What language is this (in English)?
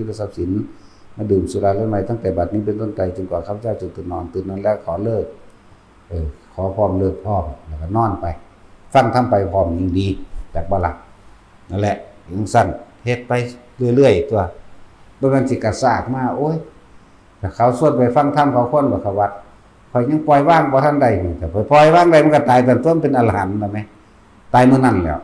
Northeastern Thai